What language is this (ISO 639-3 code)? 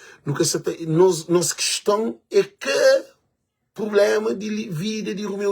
kea